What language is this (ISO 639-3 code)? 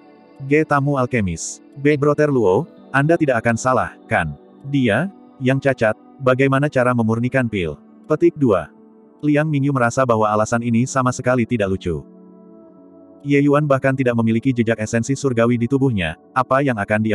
ind